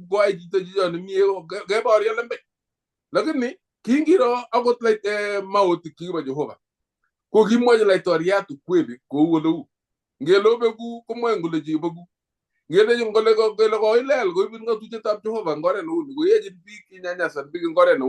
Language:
Kalenjin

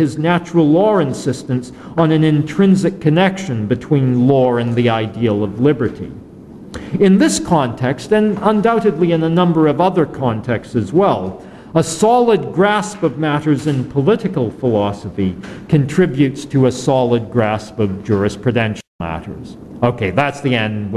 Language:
English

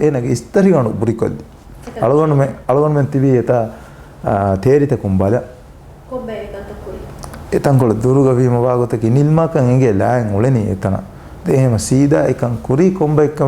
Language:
Divehi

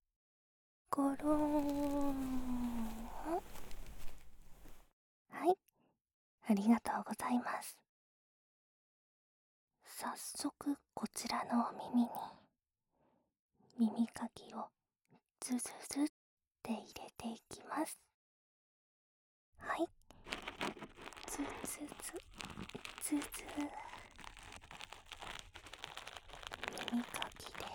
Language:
Japanese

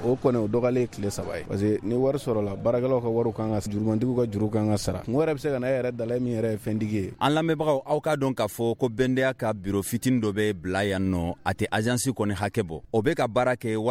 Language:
Bambara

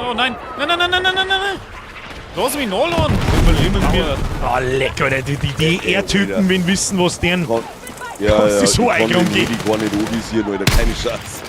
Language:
Bavarian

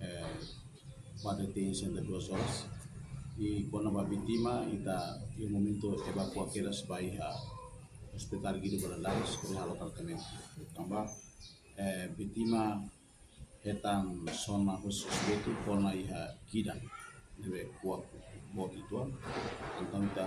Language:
Tetum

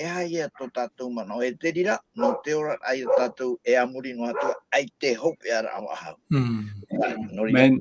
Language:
Tahitian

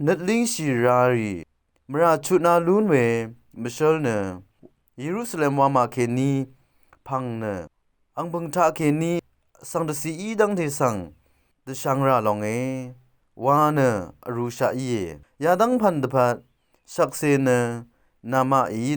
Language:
Rawang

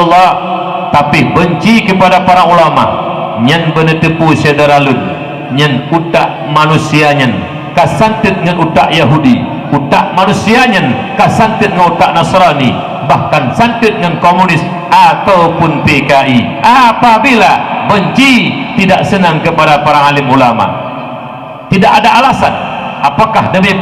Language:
Achinese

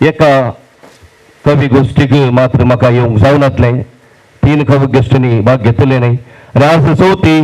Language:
Konkani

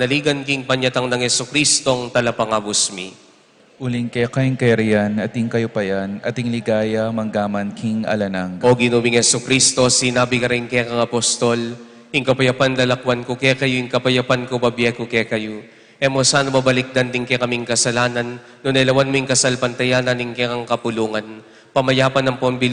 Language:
Pampanga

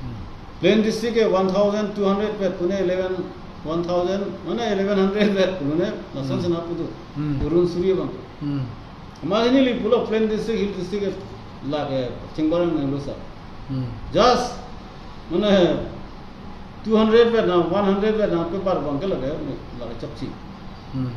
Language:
Karbi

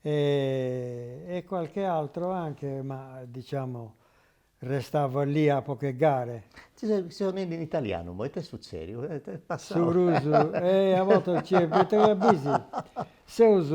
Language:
Sardinian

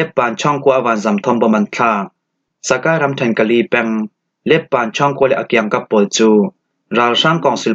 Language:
Falam Chin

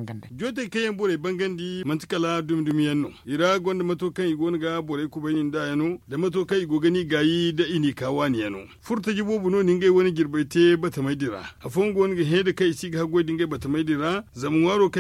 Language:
Zarma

